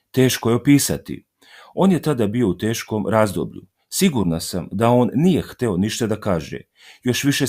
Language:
Serbian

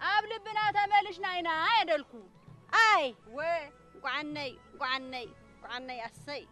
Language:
Tigrinya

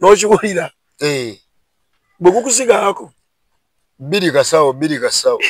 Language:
Ganda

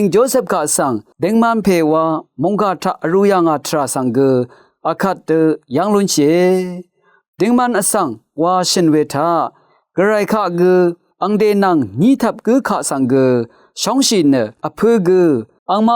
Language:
Rawang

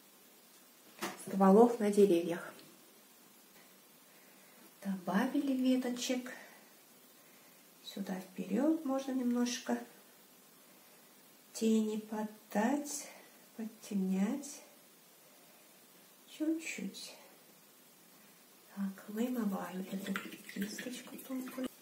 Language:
Russian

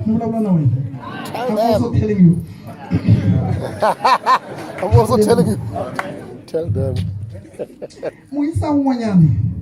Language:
Tsonga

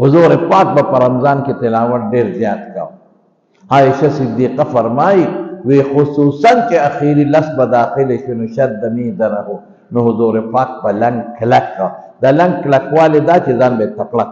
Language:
Pashto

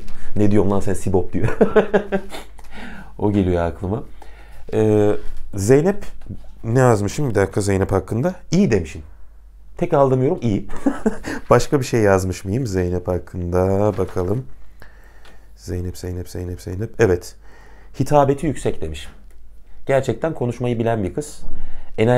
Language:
Turkish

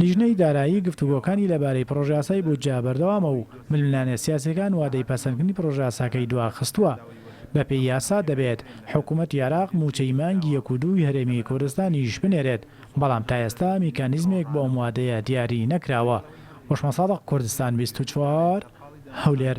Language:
Central Kurdish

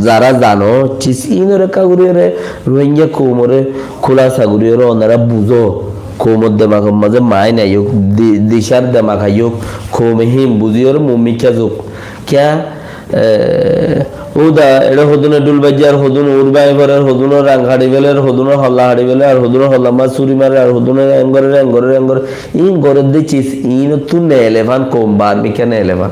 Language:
Rohingya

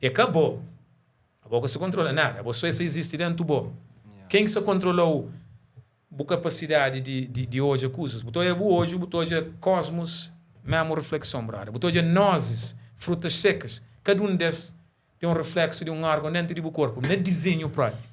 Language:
Kabuverdianu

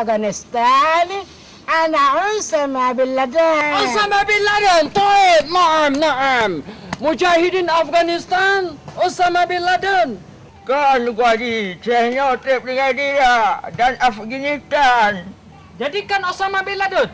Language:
Achinese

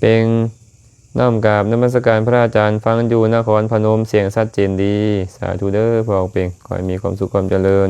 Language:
Lao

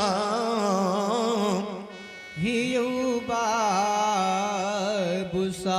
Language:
Angika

